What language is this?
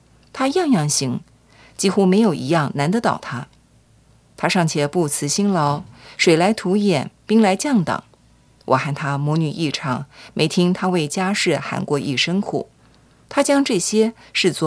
Chinese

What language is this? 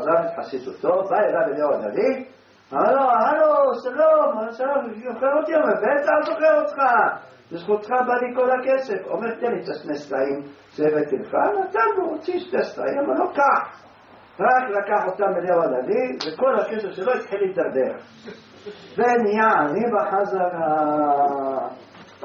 Hebrew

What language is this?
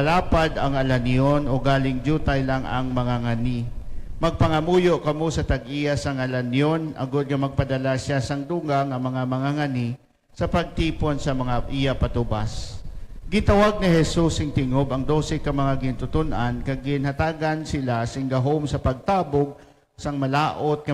Hiligaynon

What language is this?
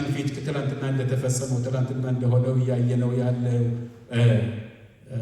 Amharic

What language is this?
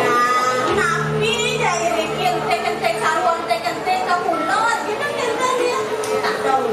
Balinese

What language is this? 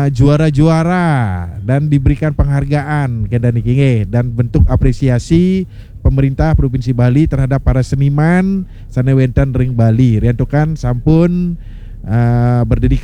Balinese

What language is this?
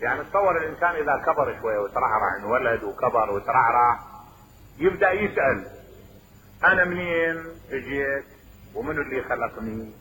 Mesopotamian Arabic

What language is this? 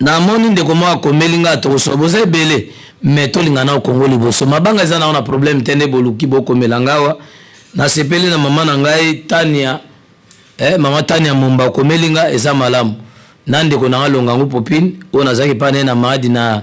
Lingala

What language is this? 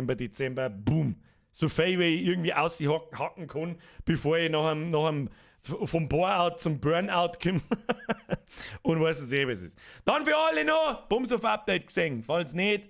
Bavarian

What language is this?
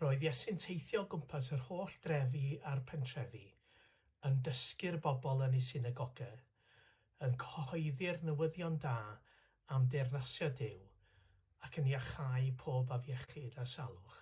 Welsh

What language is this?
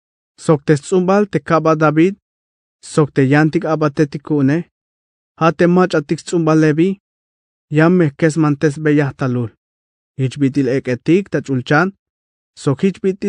Tzeltal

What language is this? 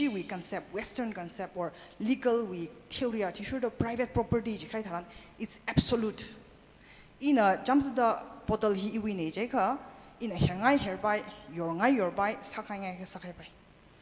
Tangkhul Naga (India)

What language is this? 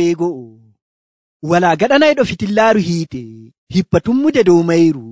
Nigerian Fulfulde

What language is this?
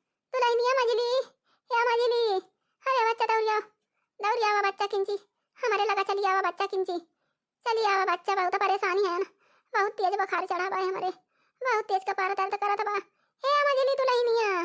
Awadhi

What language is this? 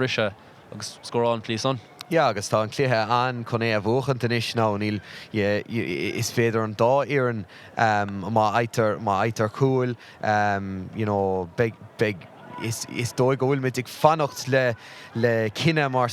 Irish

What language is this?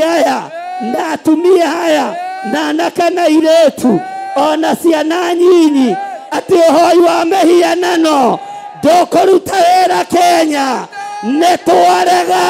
Kikuyu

